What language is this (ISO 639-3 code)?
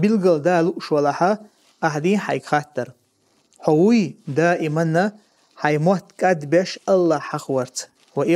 che